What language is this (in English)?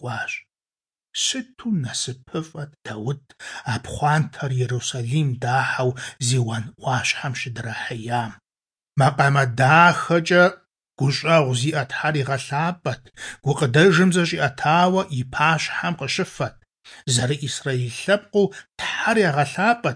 Kabardian